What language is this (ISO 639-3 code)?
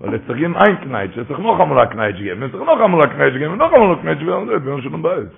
yid